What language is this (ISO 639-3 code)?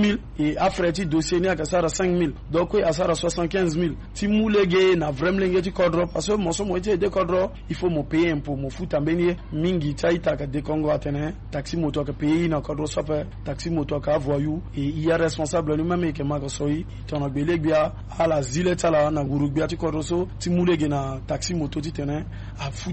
sag